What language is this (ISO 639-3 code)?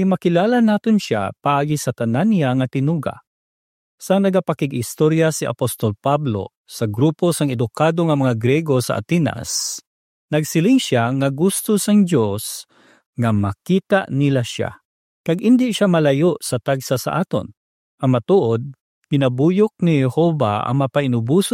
hil